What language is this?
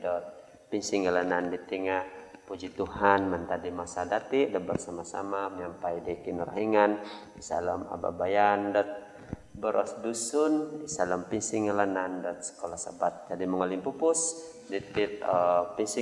Central Dusun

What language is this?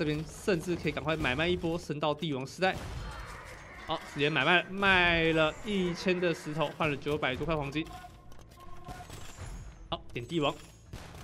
Chinese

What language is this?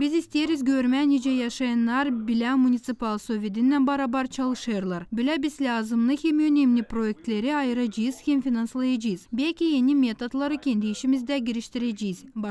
Gagauz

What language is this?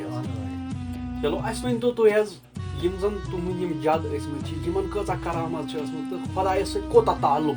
Kashmiri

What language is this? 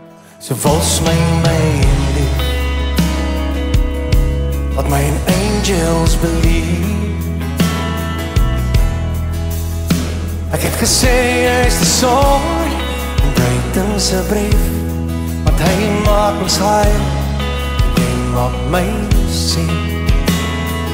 Afrikaans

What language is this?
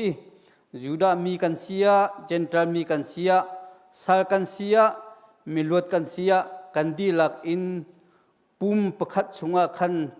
Hakha Chin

